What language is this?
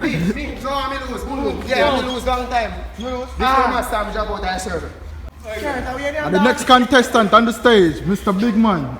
Jamaican Creole English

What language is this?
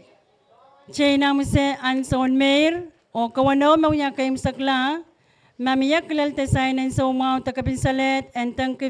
Pohnpeian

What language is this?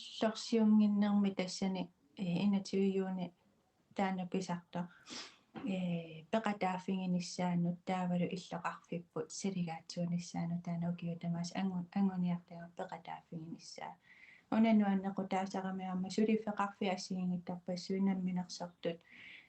Kalaallisut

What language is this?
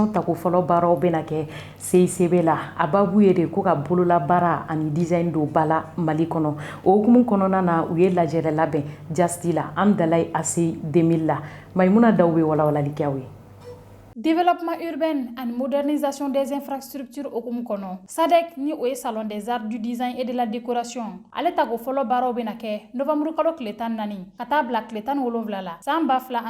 Bambara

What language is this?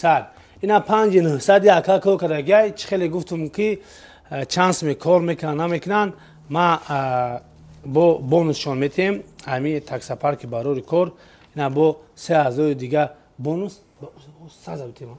Tajik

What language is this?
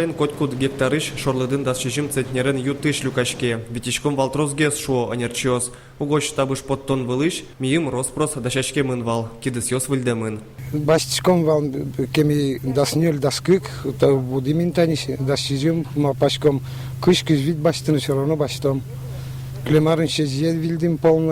Udmurt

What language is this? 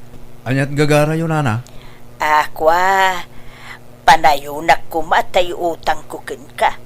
Iloko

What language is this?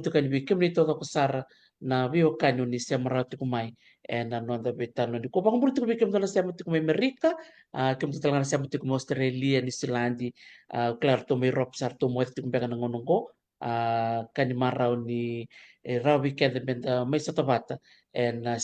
Fijian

